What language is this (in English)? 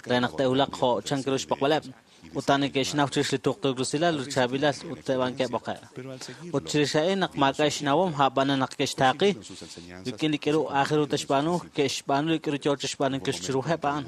Kekchí